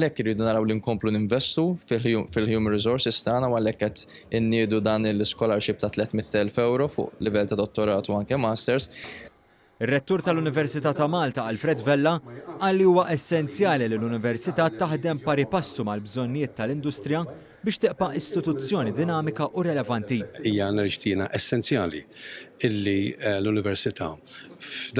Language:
Maltese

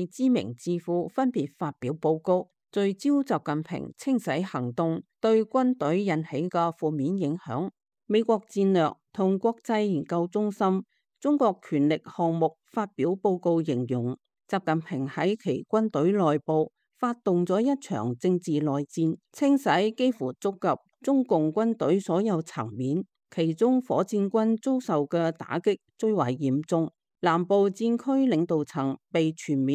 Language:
Cantonese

